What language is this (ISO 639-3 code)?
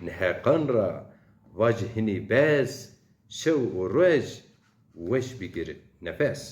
zza